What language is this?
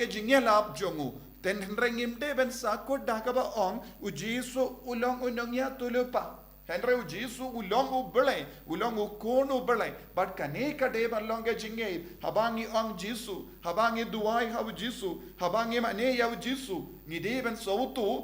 Khasi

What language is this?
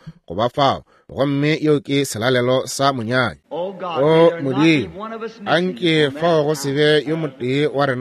Northern Sotho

